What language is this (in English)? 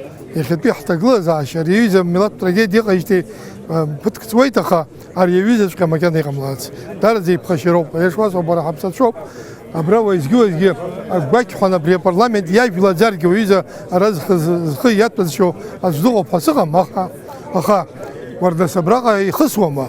Abkhazian